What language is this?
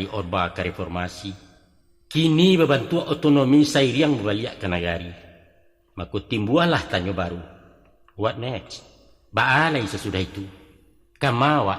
Minangkabau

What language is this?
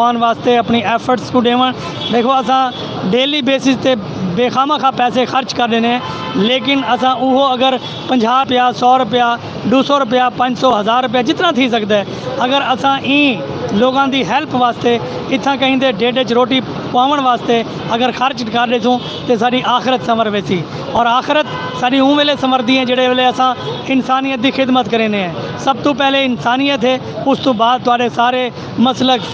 Saraiki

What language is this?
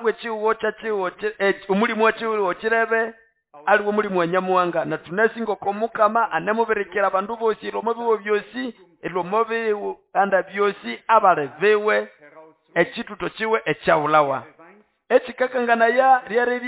Nande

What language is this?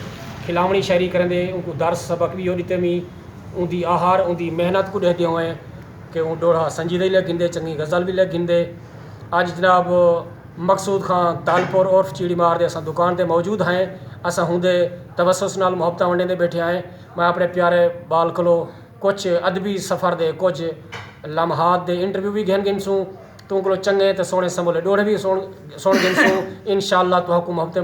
Saraiki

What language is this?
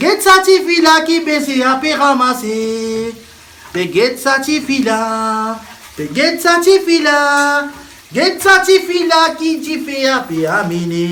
Réunion Creole French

